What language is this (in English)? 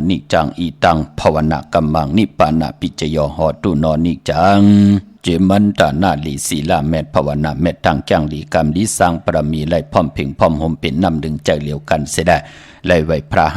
Shan